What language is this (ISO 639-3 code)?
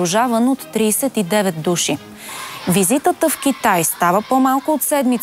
bul